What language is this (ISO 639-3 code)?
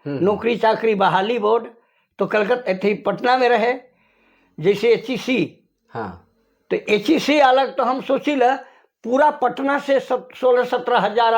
sck